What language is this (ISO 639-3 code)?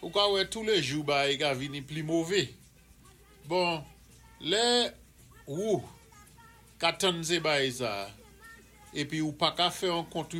acf